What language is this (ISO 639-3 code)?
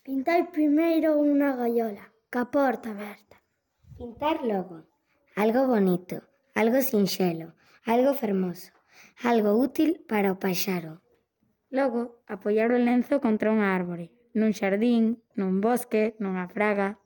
glg